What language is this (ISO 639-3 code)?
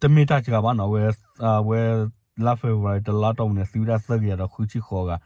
ksw